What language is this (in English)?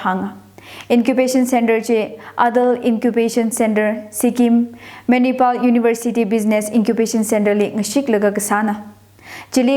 Tangkhul Naga (India)